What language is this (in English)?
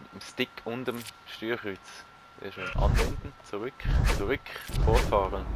Swiss German